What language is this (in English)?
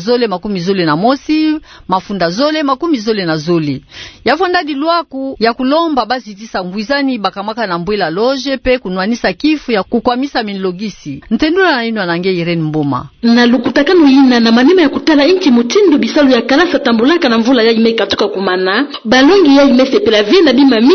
Kituba (Democratic Republic of Congo)